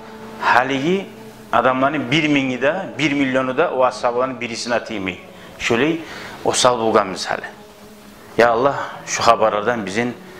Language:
Kumyk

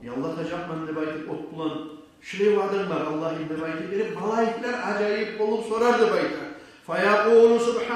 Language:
Kumyk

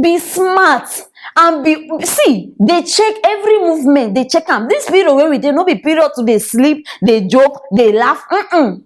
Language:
Nigerian Pidgin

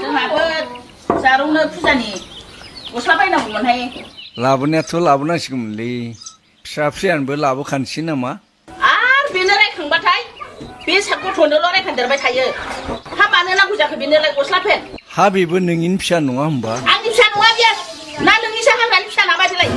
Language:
Bodo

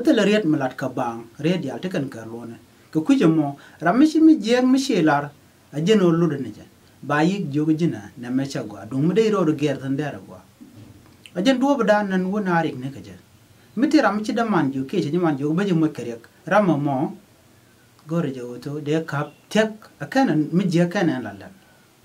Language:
Nuer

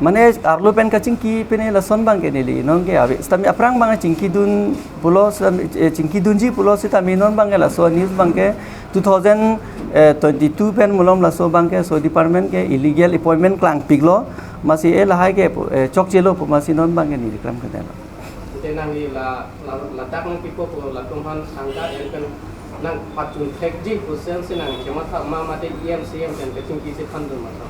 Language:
Karbi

